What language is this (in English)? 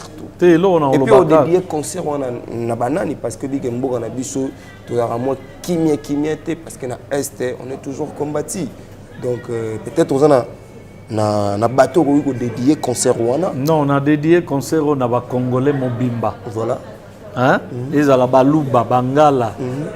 Lingala